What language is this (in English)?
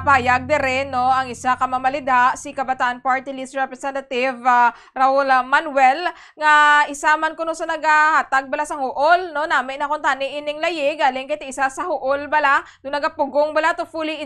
Hiligaynon